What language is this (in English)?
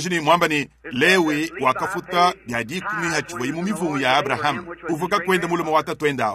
Luba-Lulua